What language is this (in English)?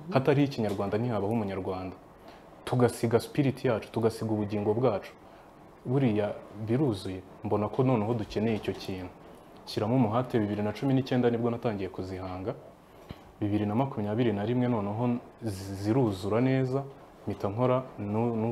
Kinyarwanda